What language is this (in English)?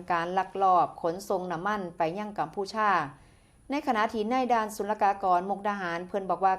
Northeastern Thai